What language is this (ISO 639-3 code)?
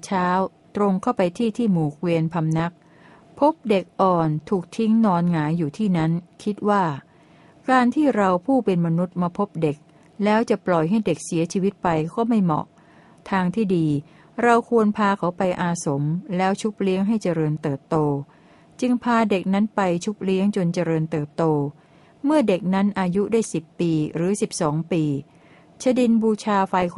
tha